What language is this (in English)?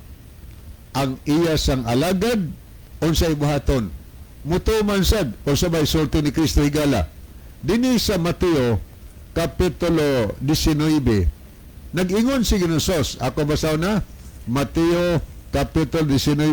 Cebuano